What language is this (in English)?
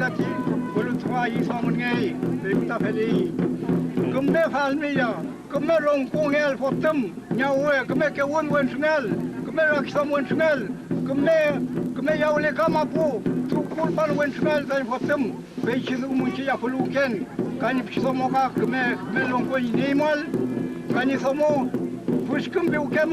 Mapuche